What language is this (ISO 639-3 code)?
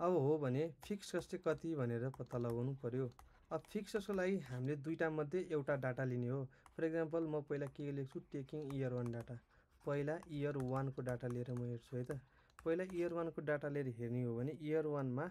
nep